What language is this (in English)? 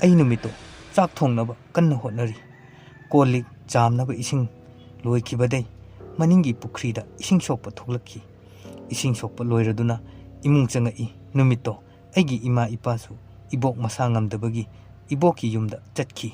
Manipuri